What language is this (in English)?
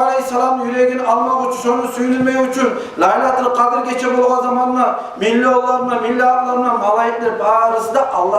Kumyk